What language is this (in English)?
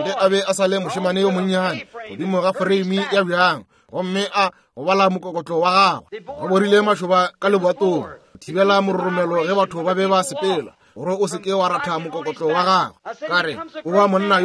Northern Sotho